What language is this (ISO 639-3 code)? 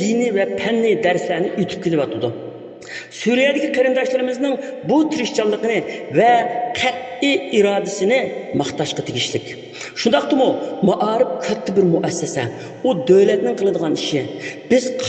uig